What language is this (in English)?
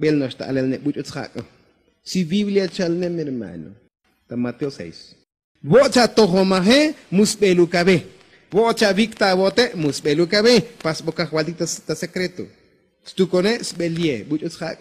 Tzotzil